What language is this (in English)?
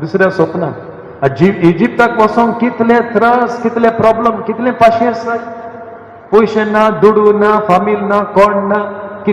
Konkani